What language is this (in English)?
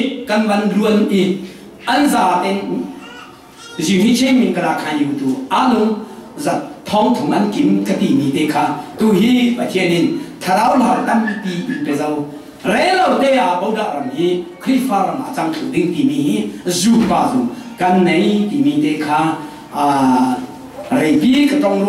Falam Chin